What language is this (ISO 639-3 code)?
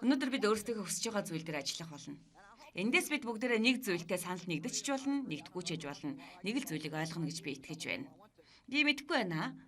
mon